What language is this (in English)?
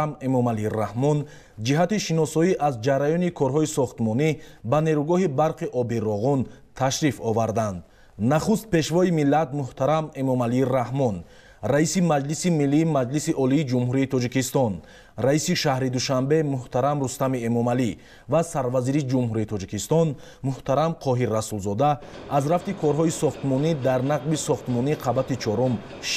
Tajik